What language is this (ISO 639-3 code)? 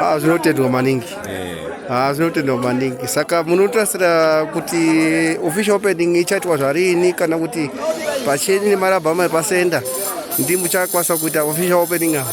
sna